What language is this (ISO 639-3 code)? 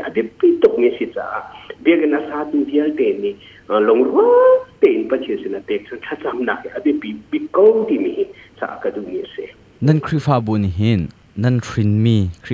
cnh